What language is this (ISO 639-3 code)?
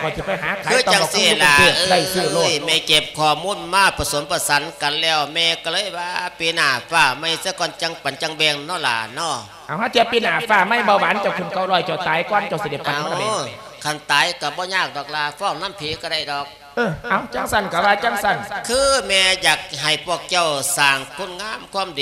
lao